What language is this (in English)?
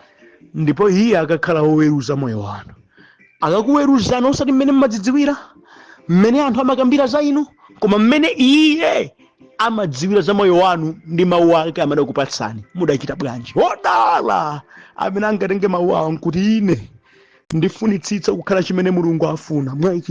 Nyanja